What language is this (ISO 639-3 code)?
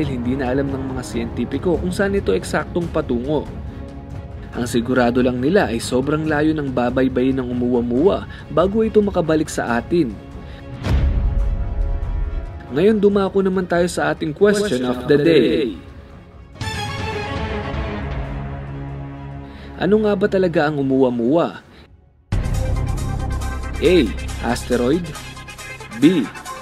fil